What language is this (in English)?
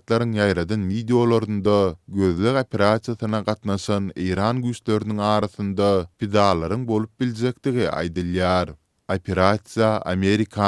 Turkmen